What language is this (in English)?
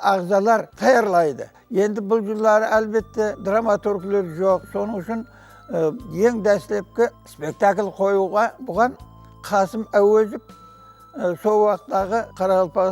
Kara-Kalpak